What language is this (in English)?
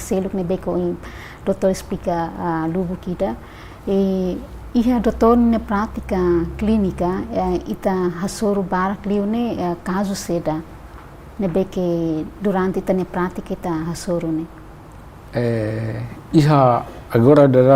Tetum